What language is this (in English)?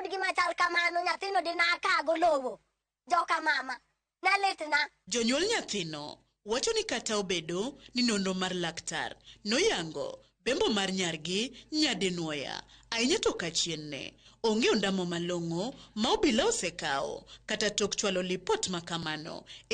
Luo (Kenya and Tanzania)